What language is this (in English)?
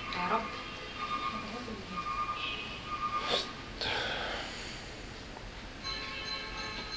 Arabic